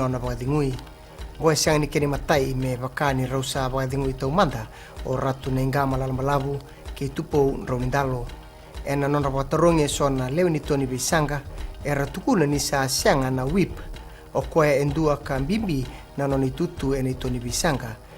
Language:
Fijian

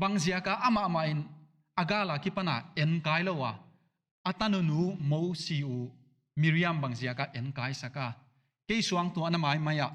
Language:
Paite Chin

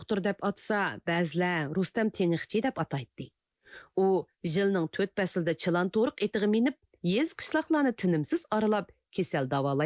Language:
Uyghur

